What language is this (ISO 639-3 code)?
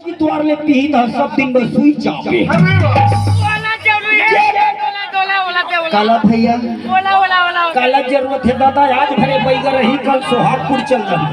hne